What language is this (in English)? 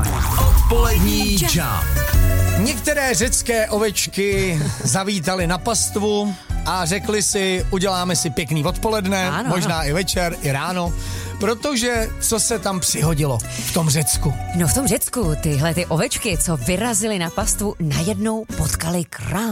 Czech